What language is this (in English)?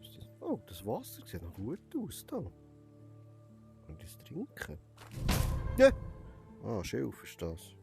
Swiss German